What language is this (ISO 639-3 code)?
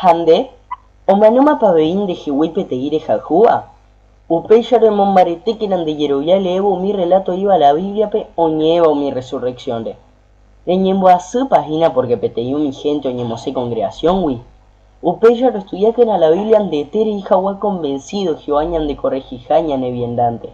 grn